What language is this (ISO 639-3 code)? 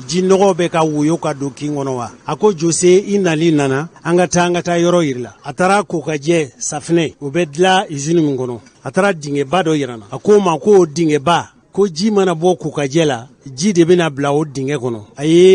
bam